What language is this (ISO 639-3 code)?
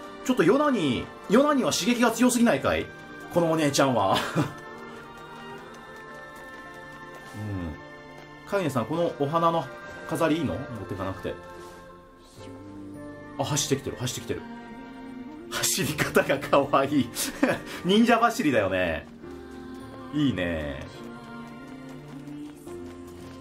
jpn